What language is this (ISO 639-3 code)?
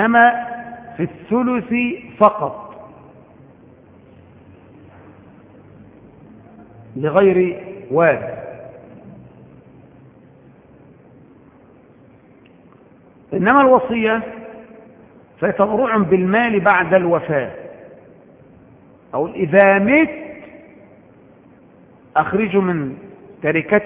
ara